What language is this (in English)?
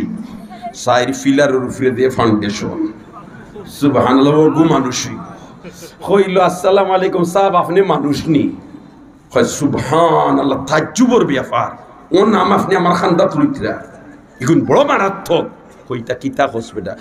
Sylheti